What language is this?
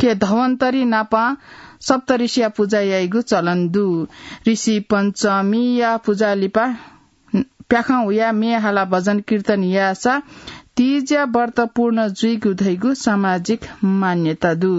Newari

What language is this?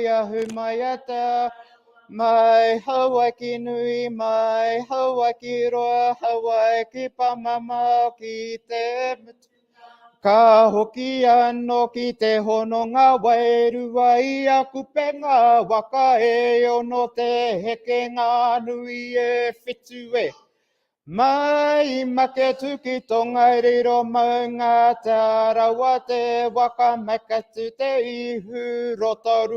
Māori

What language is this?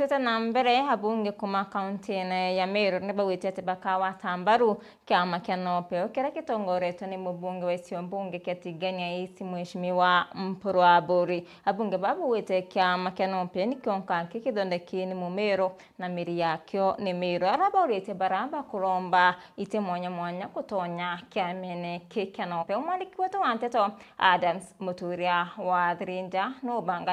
Meru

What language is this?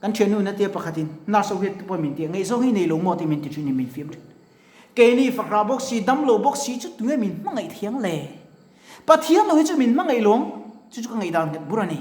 Mizo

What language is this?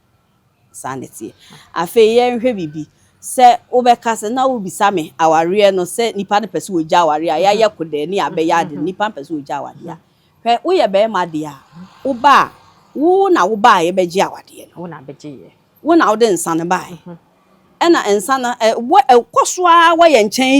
Akan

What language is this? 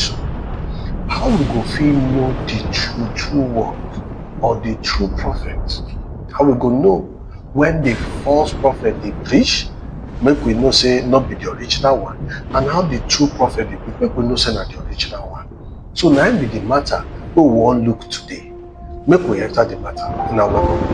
Nigerian Pidgin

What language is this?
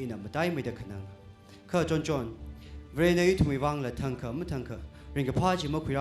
Tangkhul Naga (India)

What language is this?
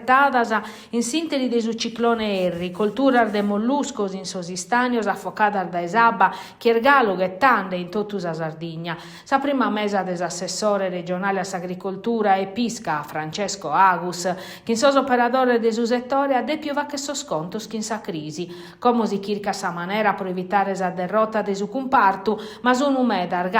Sardinian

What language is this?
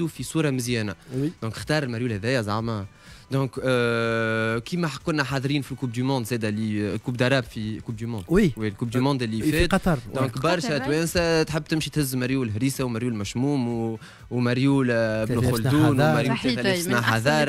Tunisian Arabic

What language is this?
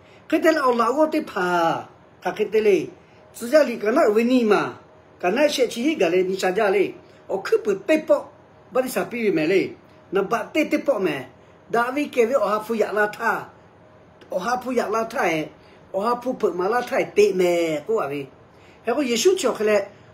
Lahu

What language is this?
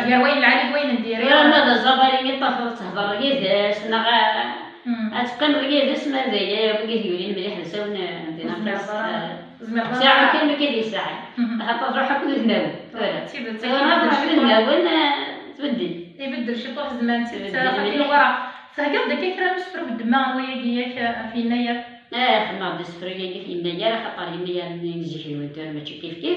Kabyle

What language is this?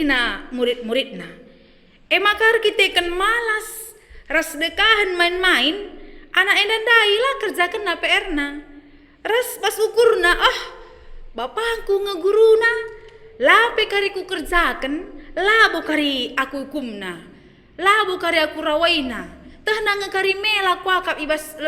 Batak Karo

